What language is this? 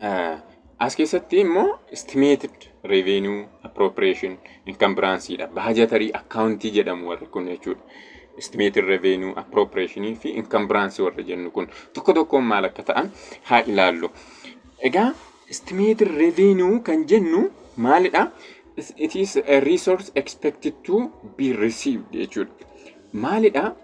Oromo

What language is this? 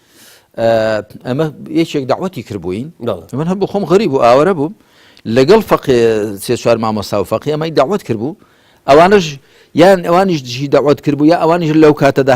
Central Kurdish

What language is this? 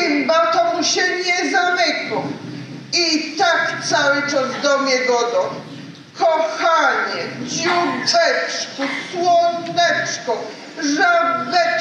Silesian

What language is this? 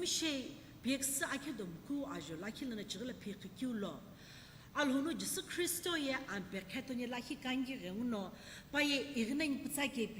Sumi Naga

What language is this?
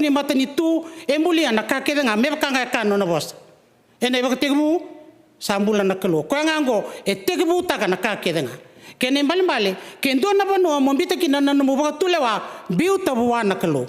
Fijian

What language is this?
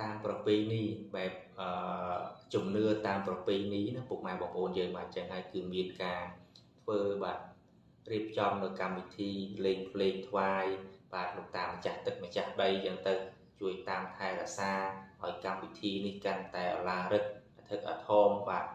Khmer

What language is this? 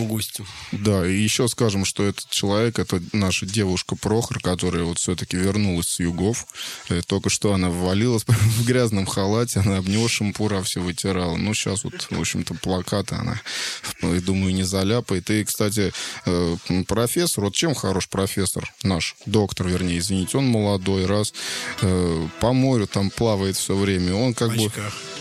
Russian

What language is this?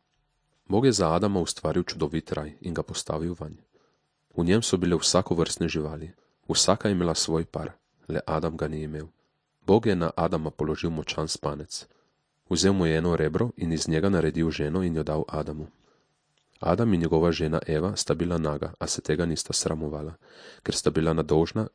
Slovenian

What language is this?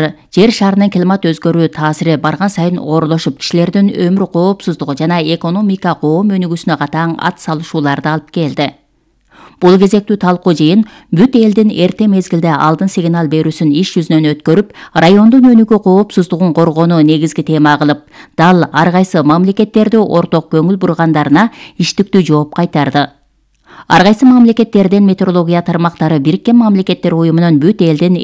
Kyrgyz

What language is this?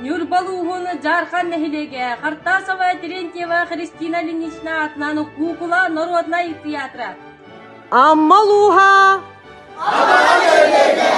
Yakut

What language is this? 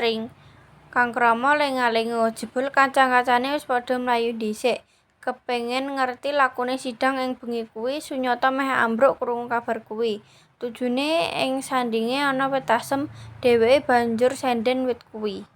Javanese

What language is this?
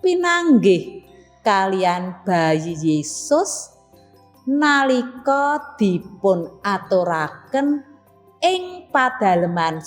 Javanese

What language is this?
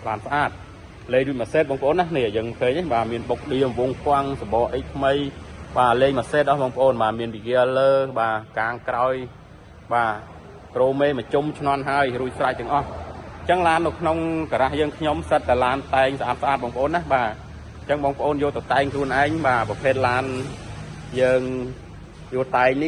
Khmer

